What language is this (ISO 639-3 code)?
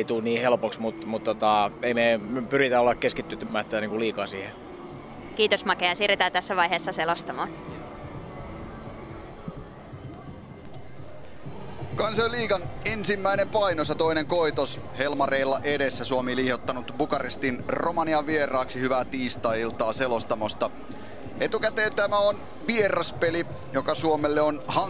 fin